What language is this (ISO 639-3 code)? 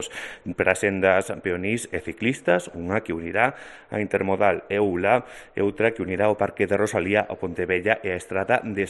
glg